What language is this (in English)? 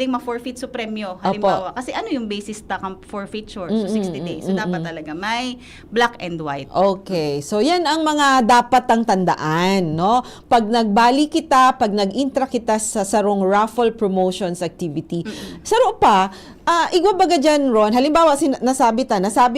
Bikol